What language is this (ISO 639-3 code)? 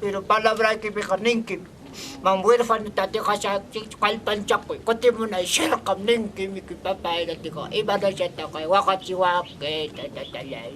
quy